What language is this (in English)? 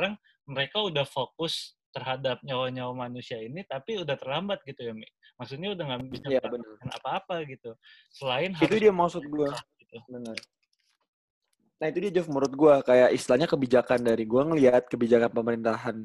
Indonesian